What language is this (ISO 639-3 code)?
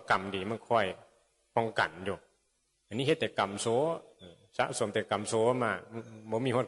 tts